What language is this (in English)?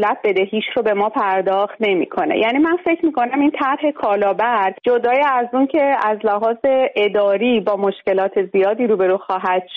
Persian